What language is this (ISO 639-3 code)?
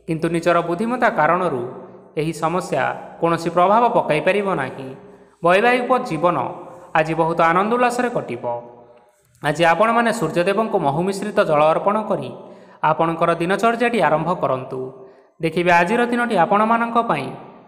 ori